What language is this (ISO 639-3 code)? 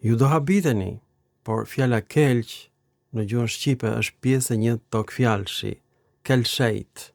sqi